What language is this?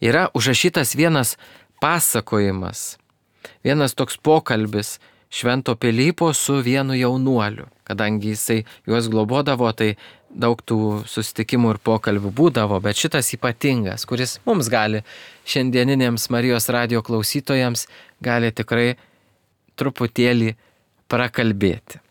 Lithuanian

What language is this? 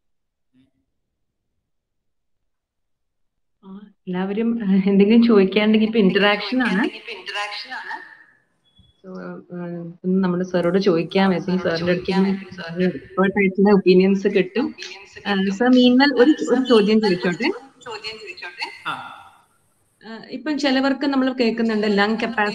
Malayalam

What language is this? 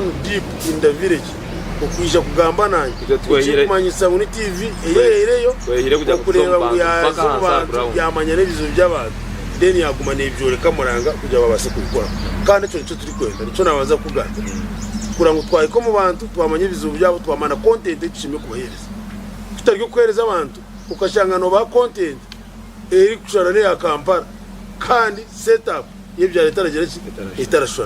Nyankole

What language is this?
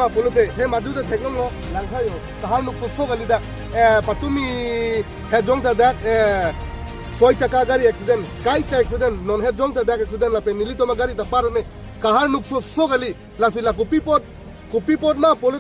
Karbi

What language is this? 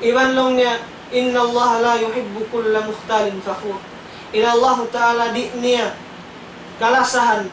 Tausug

